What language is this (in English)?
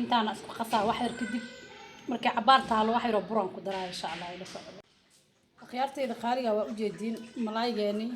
Somali